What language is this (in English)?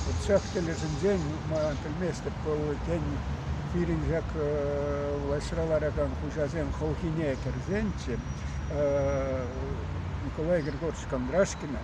Chuvash